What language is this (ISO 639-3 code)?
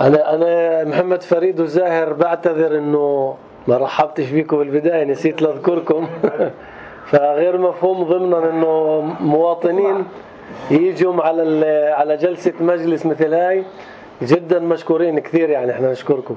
apc